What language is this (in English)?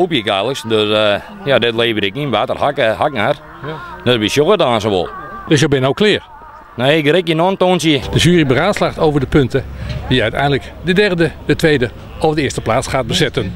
Western Frisian